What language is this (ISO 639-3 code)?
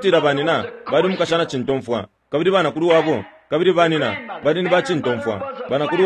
bem